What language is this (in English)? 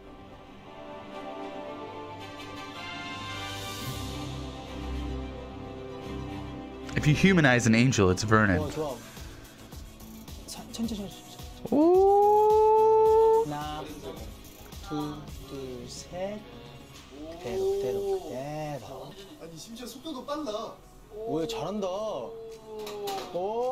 Korean